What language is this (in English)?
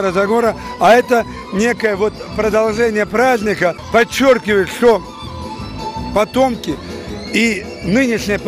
Russian